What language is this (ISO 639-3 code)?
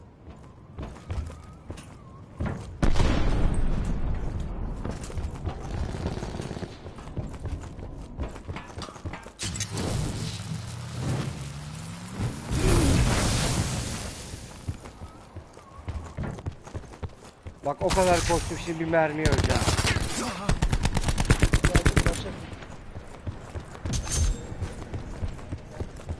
tur